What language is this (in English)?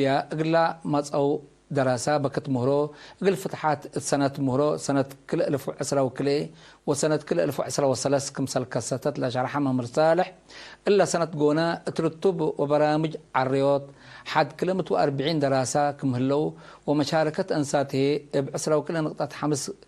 Tigre